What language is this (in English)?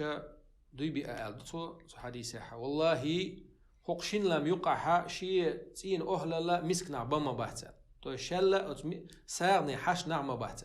Chechen